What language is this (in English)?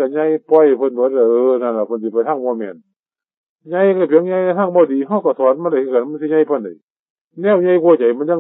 Northeastern Thai